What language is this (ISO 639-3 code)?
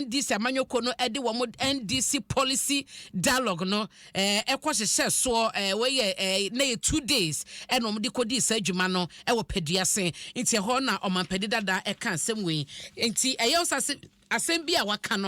aka